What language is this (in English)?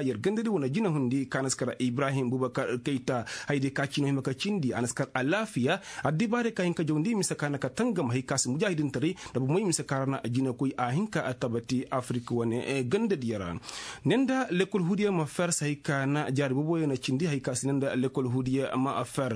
Koyraboro Senni